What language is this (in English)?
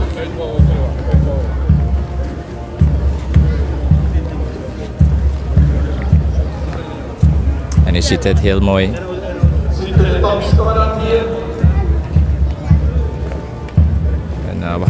Dutch